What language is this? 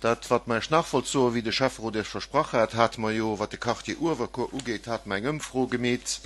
Luxembourgish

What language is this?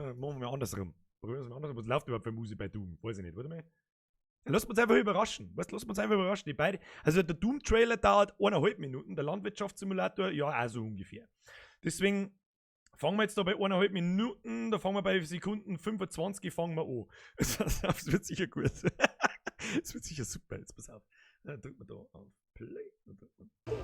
Bavarian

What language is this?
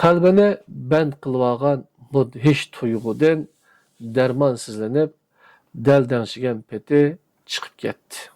Uyghur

